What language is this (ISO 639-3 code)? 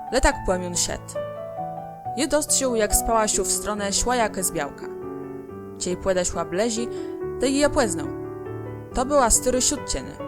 csb